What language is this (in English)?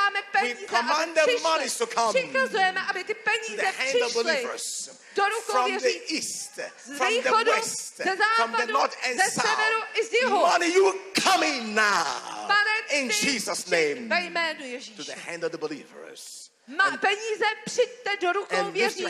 Czech